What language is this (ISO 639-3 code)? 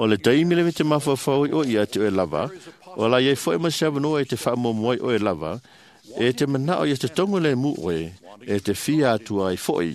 smo